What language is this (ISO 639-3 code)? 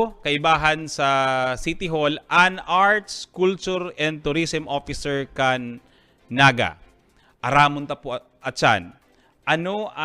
bik